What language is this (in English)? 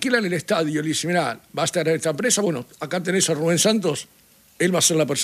Spanish